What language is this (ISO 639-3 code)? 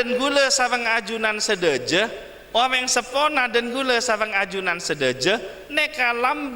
mad